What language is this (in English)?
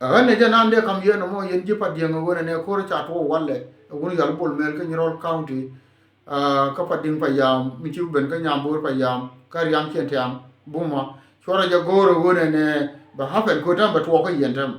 Nuer